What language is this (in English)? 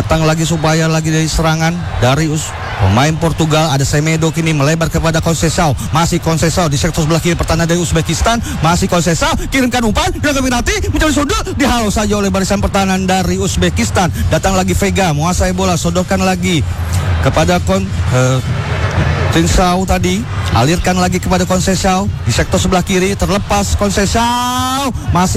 Indonesian